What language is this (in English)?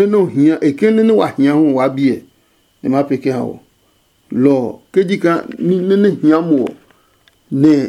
Adangme